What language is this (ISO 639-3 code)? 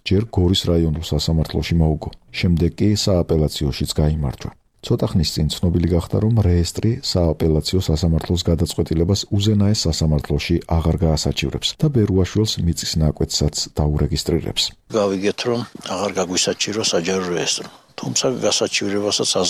kat